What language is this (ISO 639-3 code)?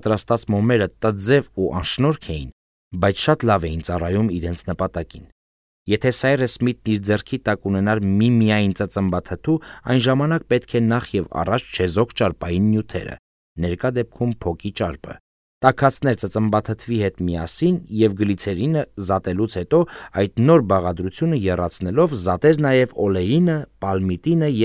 hye